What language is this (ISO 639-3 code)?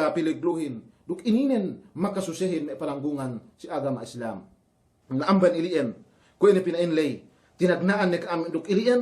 yka